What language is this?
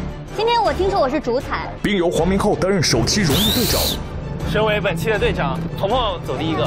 Chinese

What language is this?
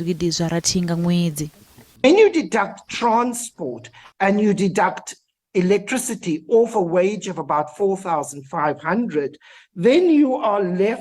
Venda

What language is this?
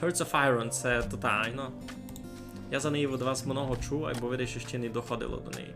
Rusyn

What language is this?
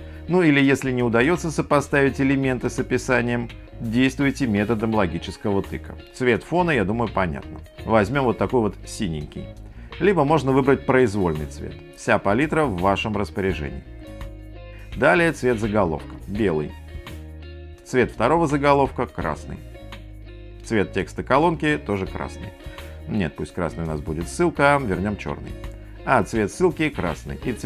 Russian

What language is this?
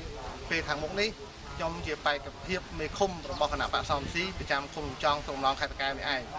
Khmer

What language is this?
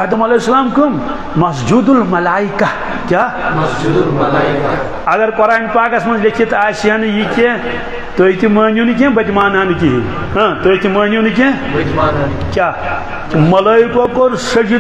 Kashmiri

